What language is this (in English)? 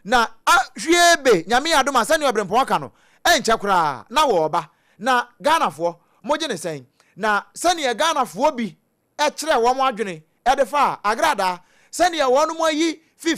Akan